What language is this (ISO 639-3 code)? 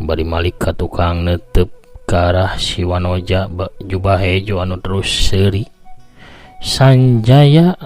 sun